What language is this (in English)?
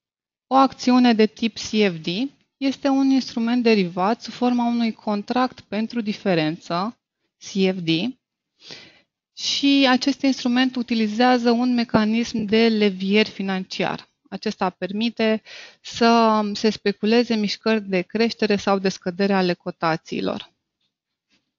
Romanian